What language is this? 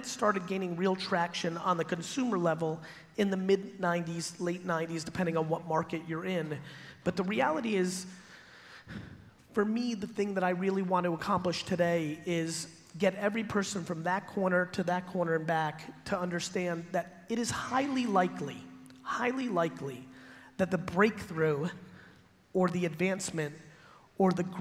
English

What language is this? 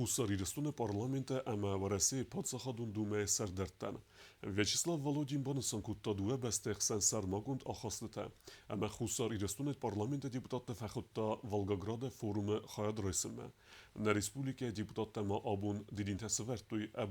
Ossetic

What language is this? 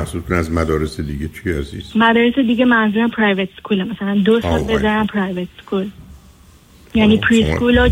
Persian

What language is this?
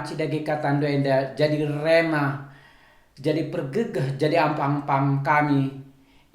Batak Karo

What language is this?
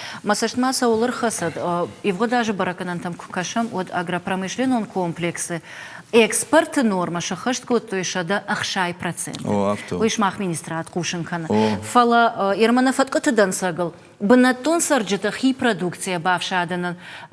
Ossetic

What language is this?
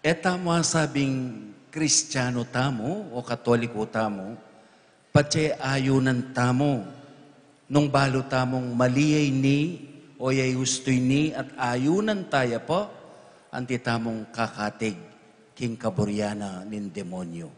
Pampanga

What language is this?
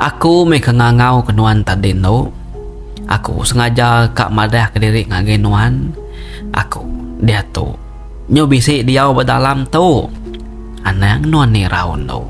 Iban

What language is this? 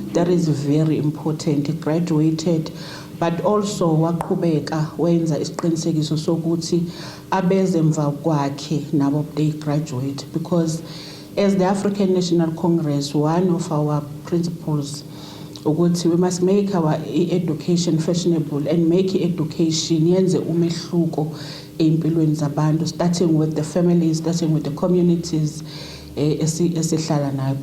Zulu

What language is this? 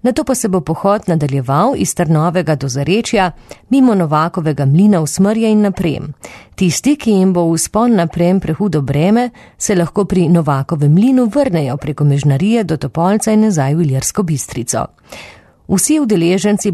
Slovenian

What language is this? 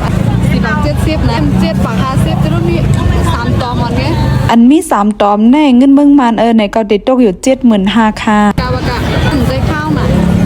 Shan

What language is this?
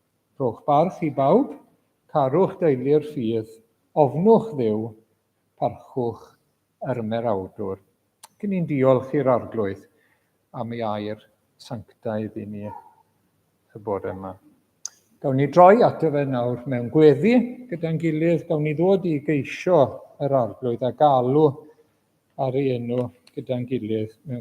Welsh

